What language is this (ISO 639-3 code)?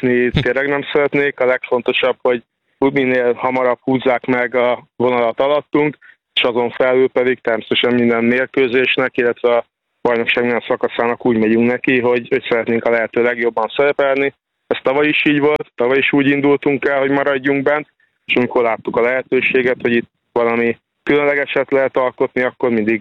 hun